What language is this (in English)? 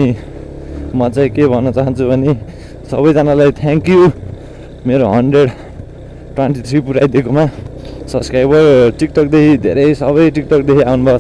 Nepali